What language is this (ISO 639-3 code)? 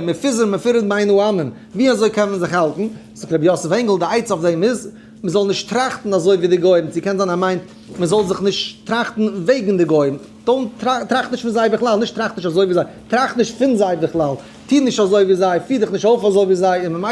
yid